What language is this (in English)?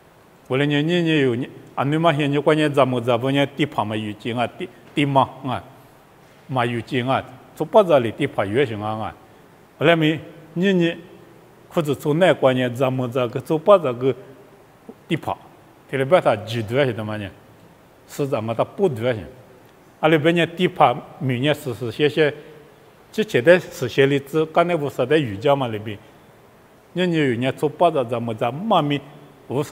Lisu